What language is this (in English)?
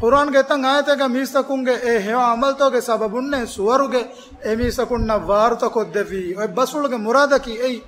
Divehi